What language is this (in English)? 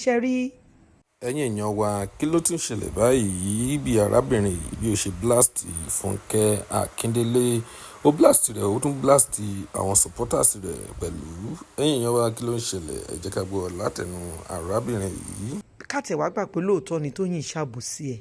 Yoruba